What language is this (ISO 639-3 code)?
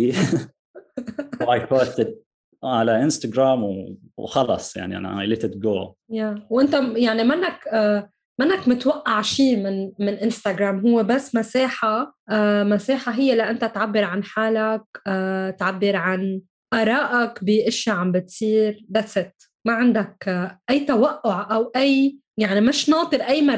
apc